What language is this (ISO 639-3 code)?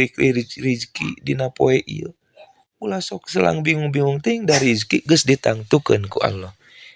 sun